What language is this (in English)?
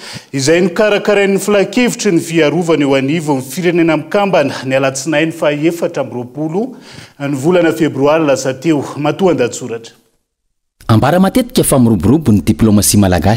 Malagasy